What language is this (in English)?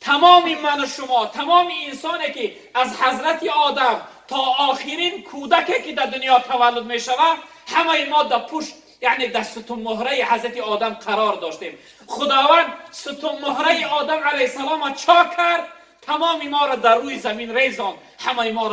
Tajik